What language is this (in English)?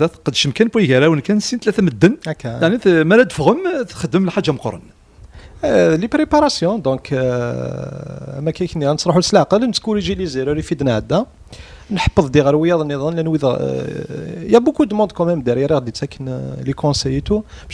Kabyle